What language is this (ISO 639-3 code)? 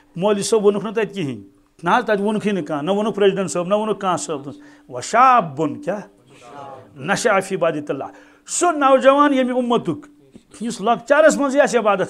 kas